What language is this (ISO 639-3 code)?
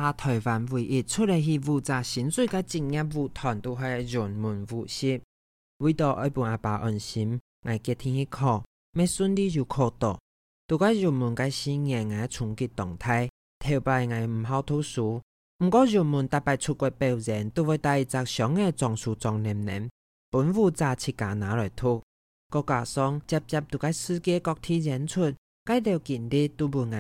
hak